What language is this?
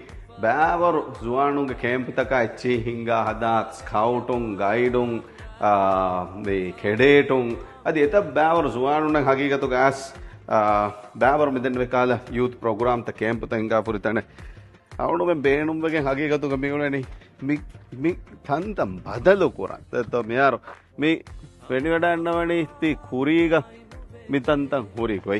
Divehi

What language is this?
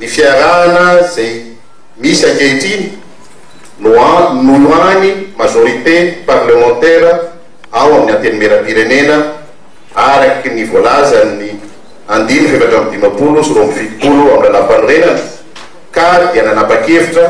Malagasy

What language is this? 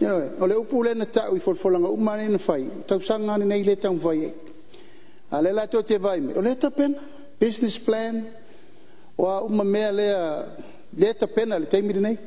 Samoan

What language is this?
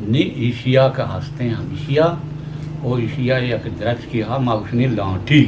Eastern Balochi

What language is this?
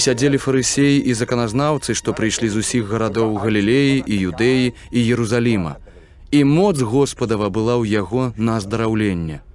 Belarusian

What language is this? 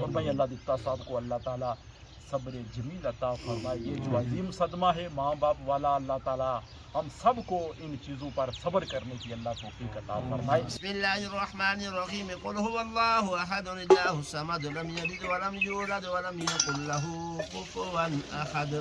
Pahari-Potwari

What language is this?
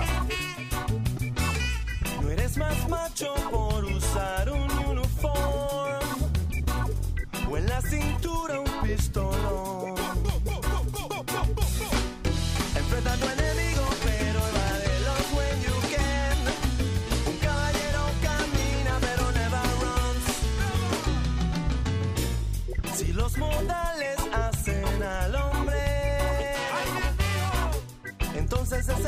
Spanish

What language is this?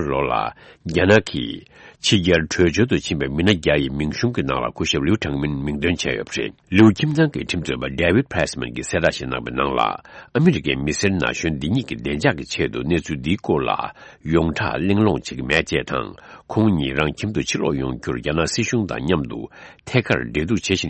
Tibetan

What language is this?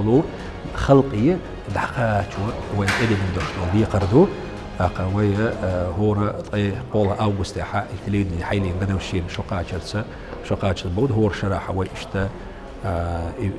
Chechen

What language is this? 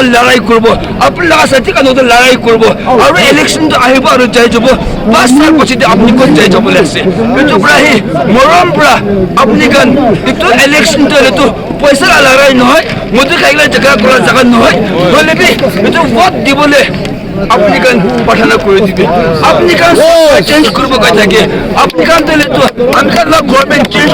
Naga Pidgin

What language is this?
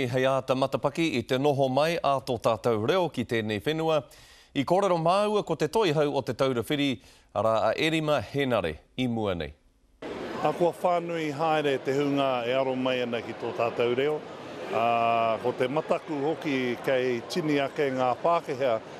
Māori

